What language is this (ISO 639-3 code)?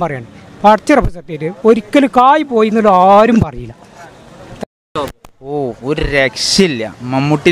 mal